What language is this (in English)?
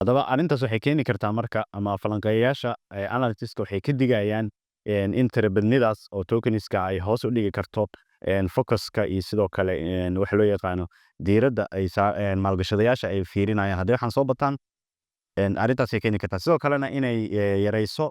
Somali